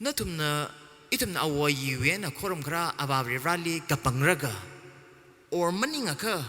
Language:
Tangkhul Naga (India)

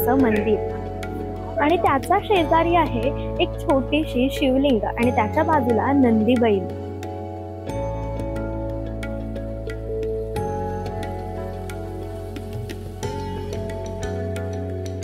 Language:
Marathi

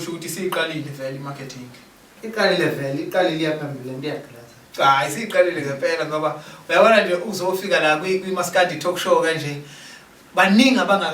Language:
Zulu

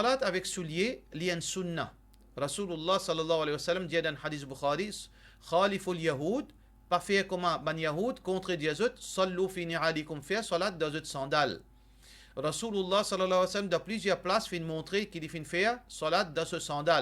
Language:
Morisyen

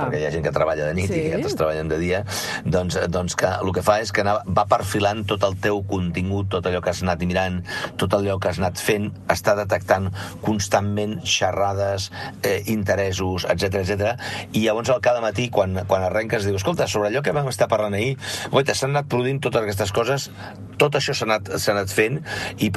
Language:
Catalan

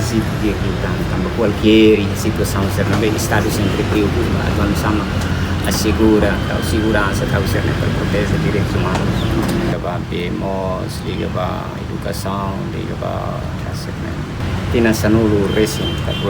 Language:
Tetum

